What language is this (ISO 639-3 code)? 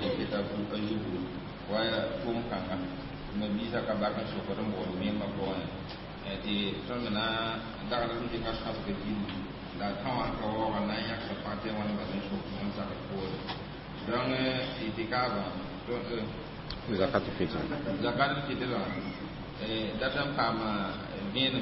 mos